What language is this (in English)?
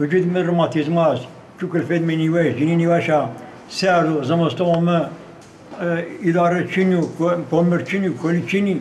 Zaza